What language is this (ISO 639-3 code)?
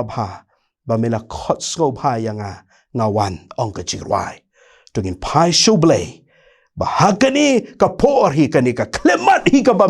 kha